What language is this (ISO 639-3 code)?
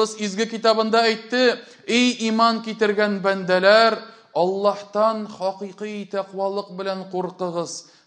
tat